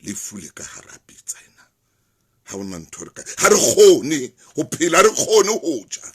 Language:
Southern Sotho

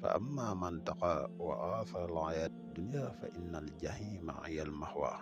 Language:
Wolof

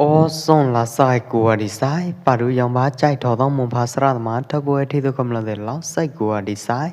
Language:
Pwo Eastern Karen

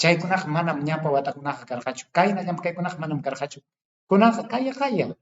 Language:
Ayacucho Quechua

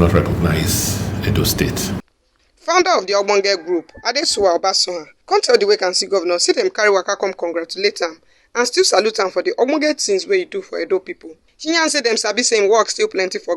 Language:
Nigerian Pidgin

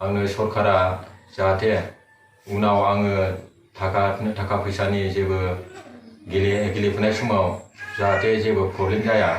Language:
Bodo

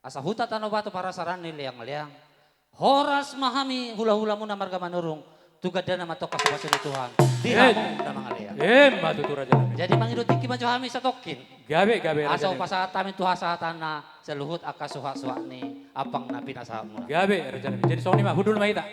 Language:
Batak Toba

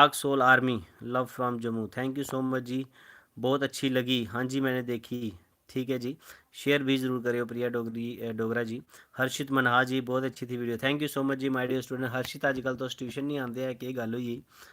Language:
Dogri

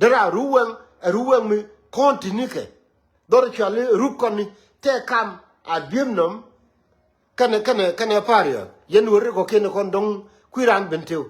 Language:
Nuer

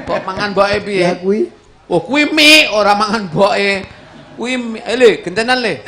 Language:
Javanese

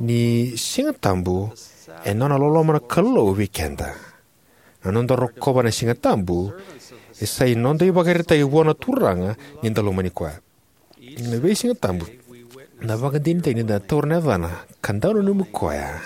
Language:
Fijian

